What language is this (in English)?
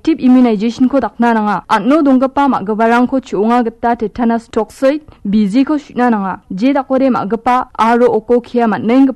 Garo